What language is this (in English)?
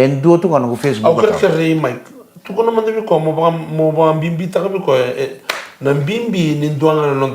Fijian